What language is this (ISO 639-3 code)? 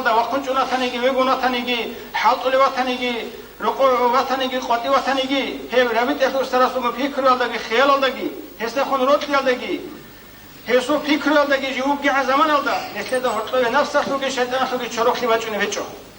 ava